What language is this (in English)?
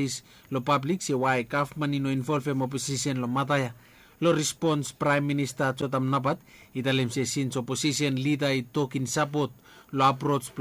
Bislama